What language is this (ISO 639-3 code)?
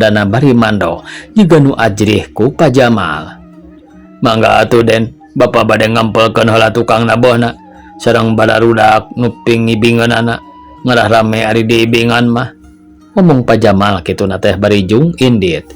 sun